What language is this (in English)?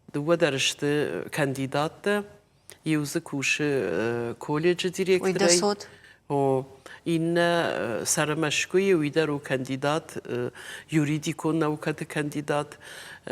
Ossetic